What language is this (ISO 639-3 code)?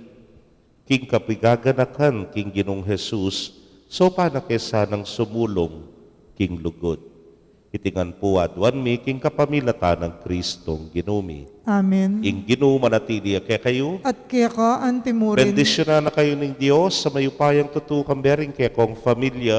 pam